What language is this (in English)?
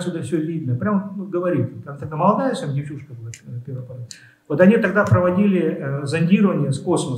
Russian